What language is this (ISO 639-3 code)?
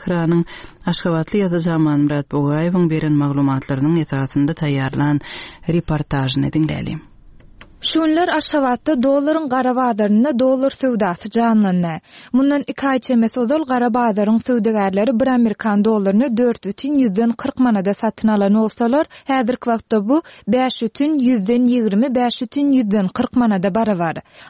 tuk